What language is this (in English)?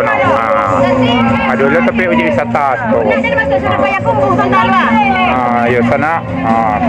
Minangkabau